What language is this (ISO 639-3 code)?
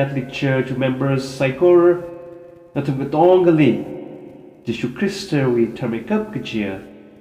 nmf